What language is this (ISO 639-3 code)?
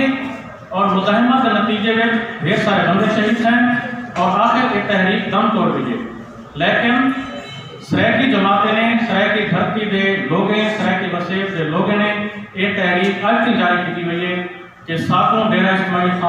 skr